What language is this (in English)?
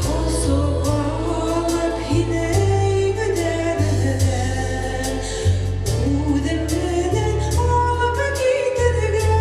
Bashkir